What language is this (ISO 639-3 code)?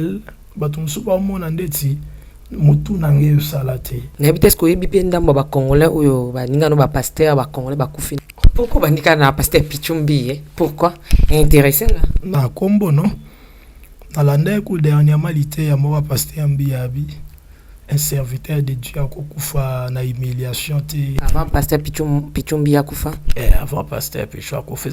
lin